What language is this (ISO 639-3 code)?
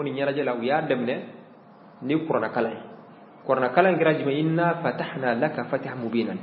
bam